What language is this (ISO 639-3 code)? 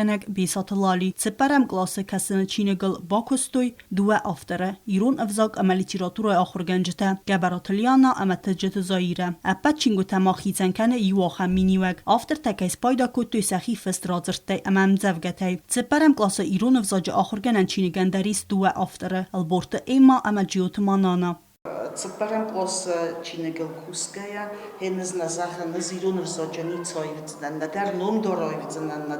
oss